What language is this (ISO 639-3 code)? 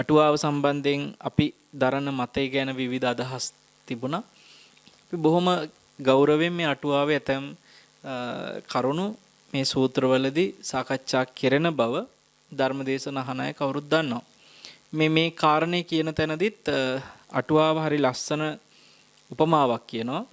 sin